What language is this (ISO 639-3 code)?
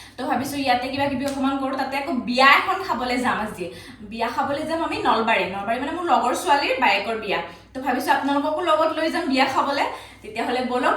asm